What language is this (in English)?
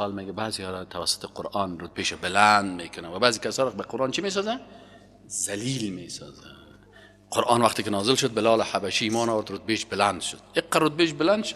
Persian